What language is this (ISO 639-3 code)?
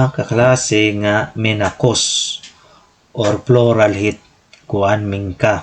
war